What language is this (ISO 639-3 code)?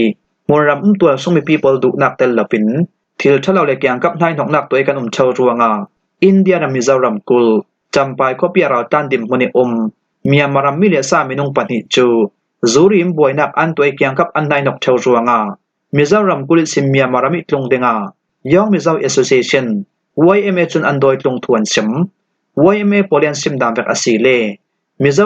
cfm